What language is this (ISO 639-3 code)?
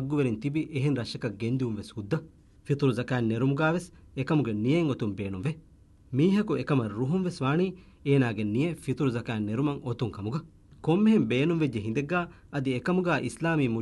div